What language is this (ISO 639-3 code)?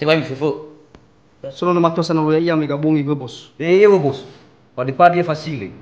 nia